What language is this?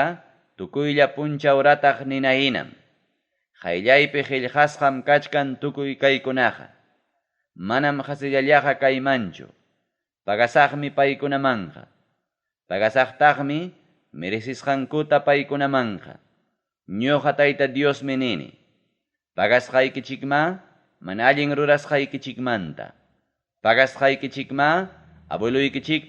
Ayacucho Quechua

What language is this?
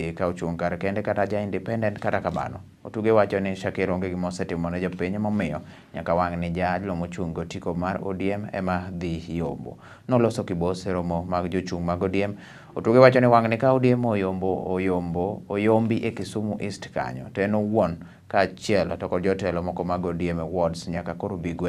Luo (Kenya and Tanzania)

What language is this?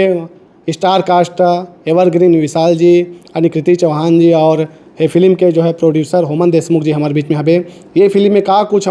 Chhattisgarhi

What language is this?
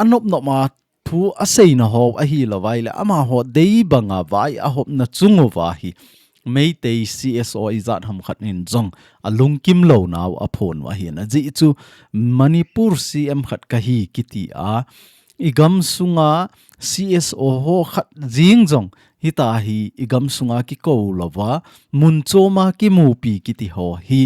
Thado Chin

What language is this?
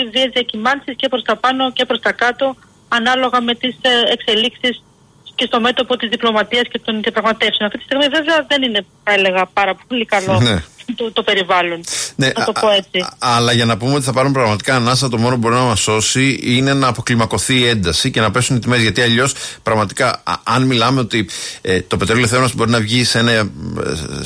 Greek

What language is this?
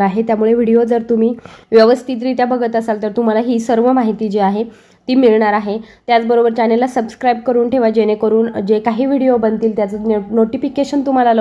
Marathi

